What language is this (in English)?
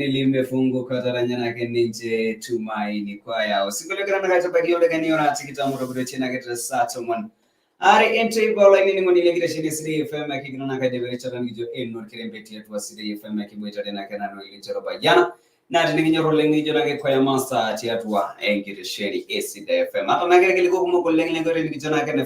Masai